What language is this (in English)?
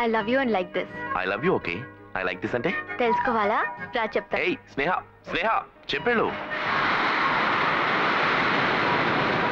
Telugu